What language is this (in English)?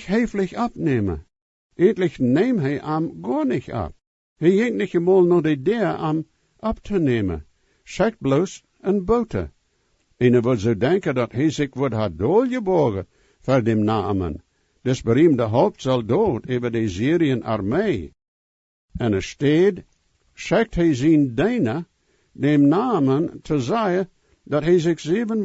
Plautdietsch